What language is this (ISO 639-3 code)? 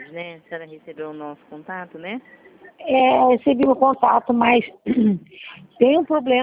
por